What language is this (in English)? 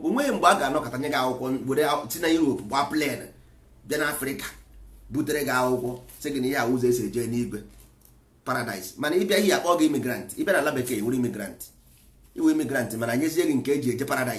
Igbo